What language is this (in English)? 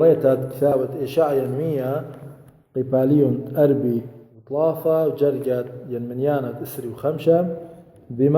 Assyrian Neo-Aramaic